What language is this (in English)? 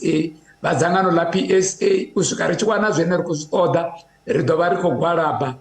Venda